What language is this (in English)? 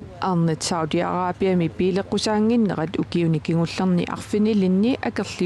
Kalaallisut